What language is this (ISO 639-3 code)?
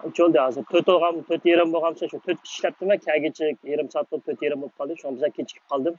uig